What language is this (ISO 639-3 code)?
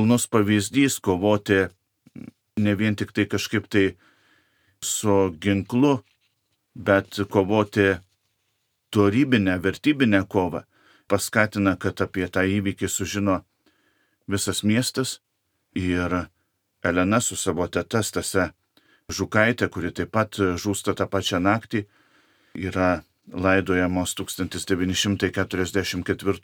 lit